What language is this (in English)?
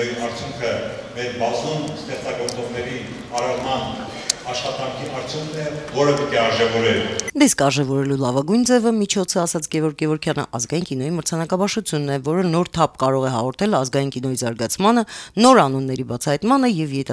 Armenian